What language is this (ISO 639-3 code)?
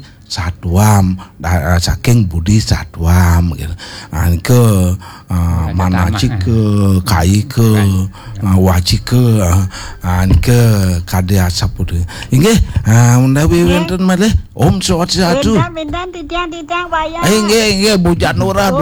ban